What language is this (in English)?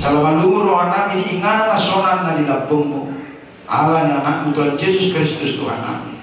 Batak Toba